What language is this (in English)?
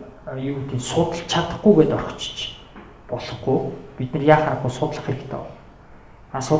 Mongolian